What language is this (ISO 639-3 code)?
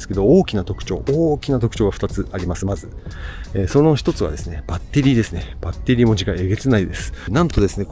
jpn